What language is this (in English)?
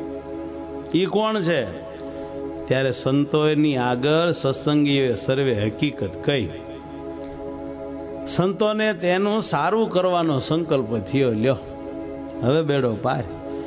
Gujarati